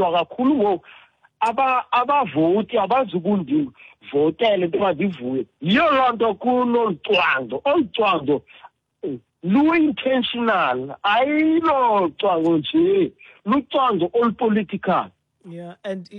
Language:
Xhosa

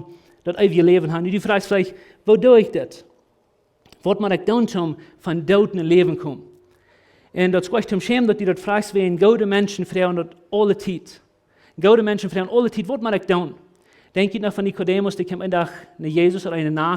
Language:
Plautdietsch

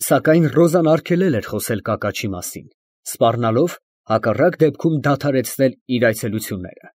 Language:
Armenian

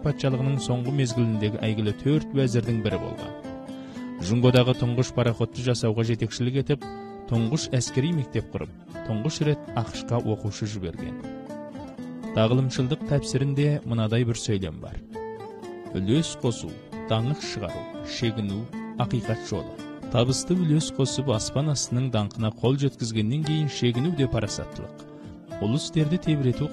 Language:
Kazakh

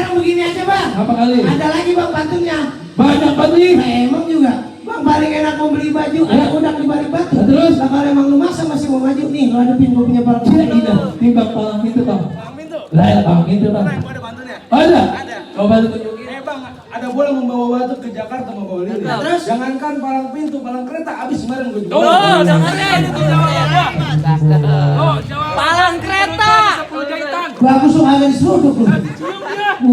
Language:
Betawi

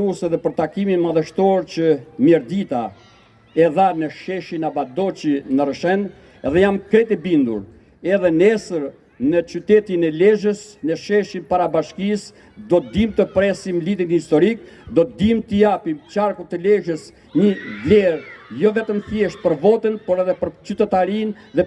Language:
Albanian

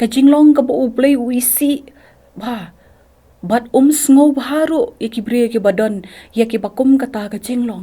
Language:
Khasi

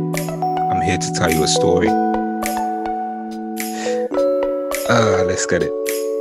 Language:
English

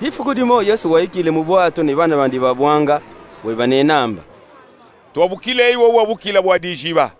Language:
Luba-Katanga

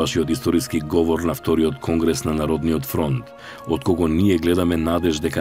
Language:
Macedonian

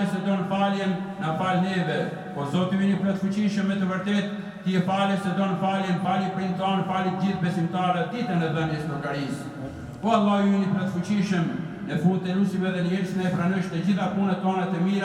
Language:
Albanian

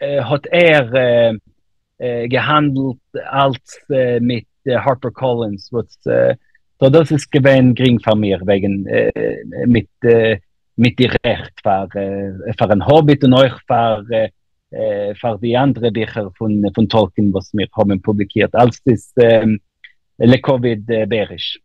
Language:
Yiddish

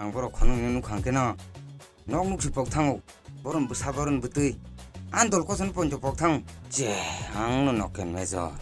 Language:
Kok Borok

